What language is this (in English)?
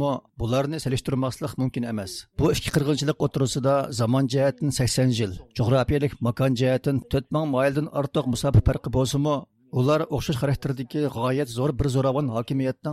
Uyghur